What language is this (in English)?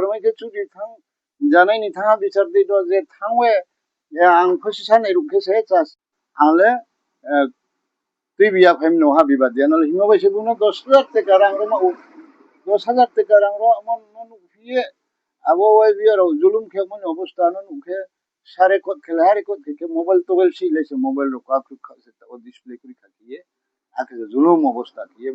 Riang (India)